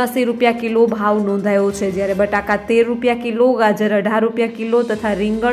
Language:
Gujarati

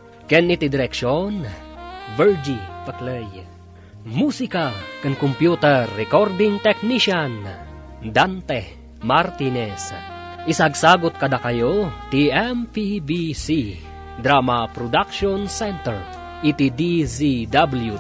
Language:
Iloko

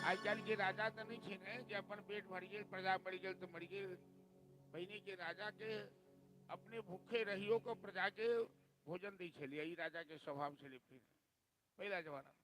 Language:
Maithili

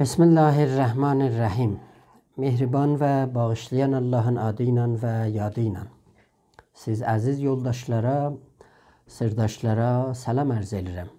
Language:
South Azerbaijani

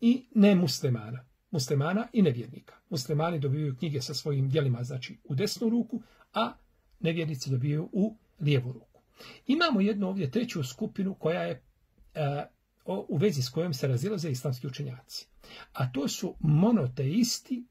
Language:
Bosnian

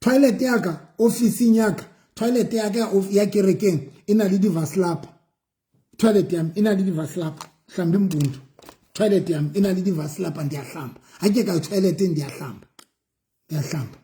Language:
Southern Sotho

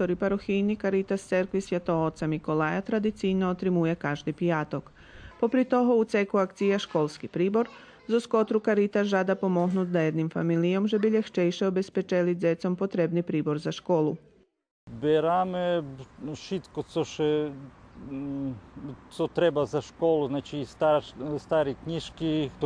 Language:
Rusyn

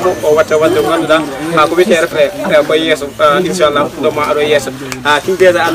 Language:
Pular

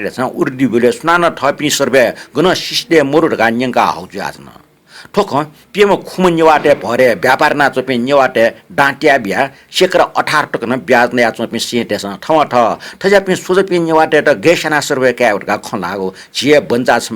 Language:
Newari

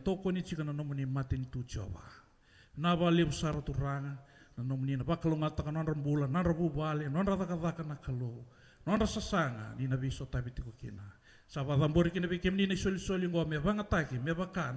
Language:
Fijian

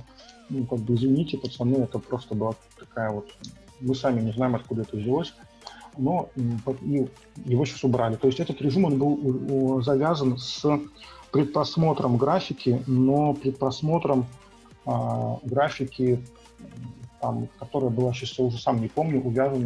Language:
Russian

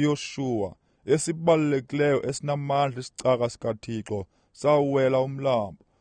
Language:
Xhosa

